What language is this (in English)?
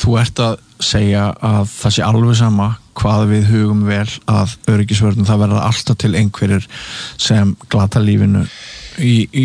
Icelandic